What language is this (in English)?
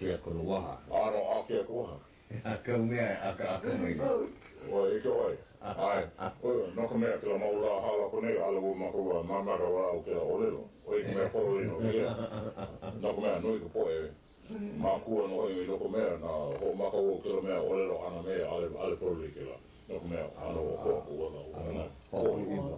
Hawaiian